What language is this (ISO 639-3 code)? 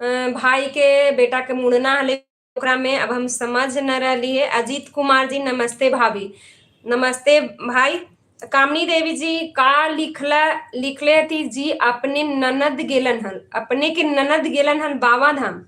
mag